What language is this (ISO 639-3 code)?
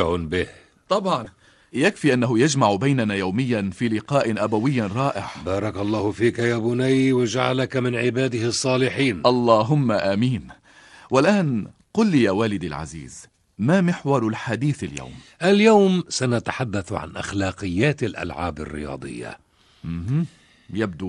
ara